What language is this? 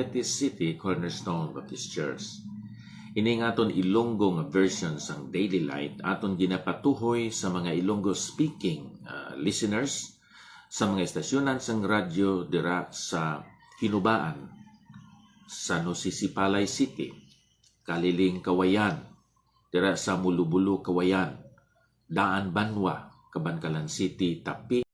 Hiligaynon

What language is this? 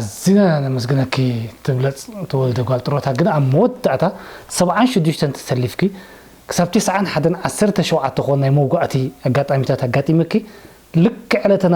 Tigrinya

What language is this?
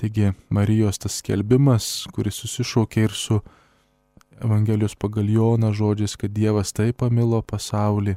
Lithuanian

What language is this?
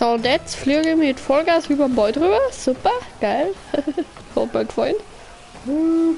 Bavarian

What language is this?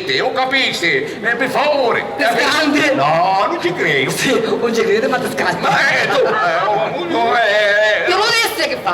Sicilian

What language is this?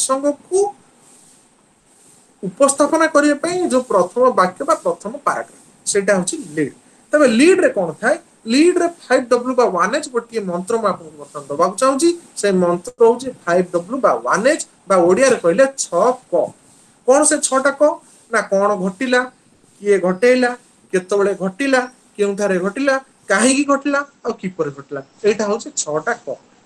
Odia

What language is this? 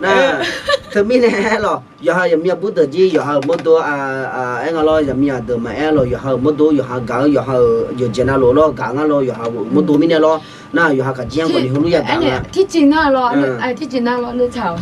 Akha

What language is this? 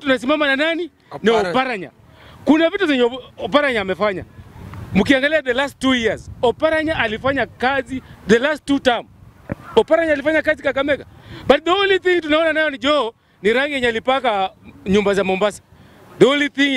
Swahili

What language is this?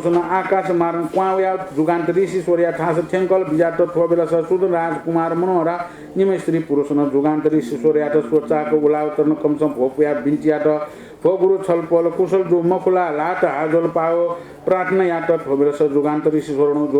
Newari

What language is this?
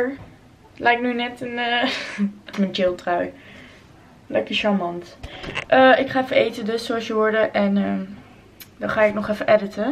Dutch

